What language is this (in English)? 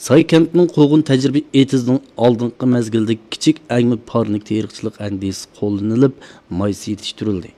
Uyghur